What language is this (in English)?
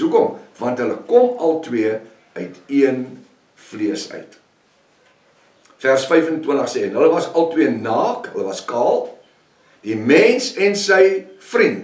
Afrikaans